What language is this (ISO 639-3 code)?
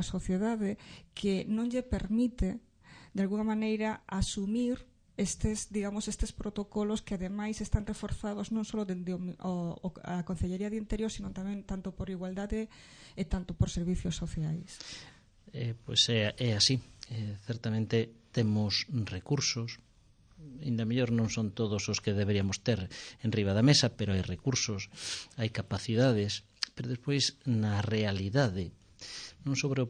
glg